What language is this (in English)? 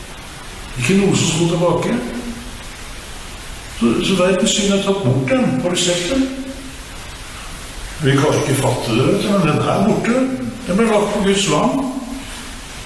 Norwegian